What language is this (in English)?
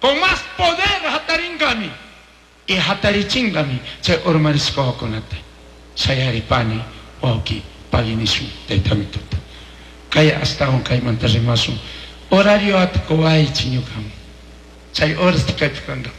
Chimborazo Highland Quichua